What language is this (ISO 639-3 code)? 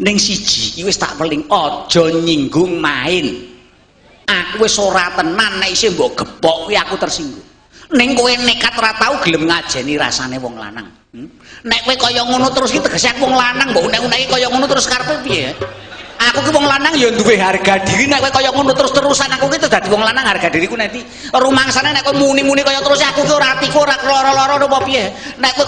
jav